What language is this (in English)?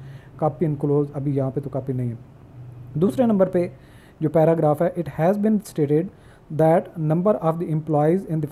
Hindi